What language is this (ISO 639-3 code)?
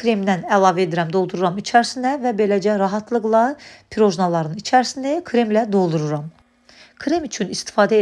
aze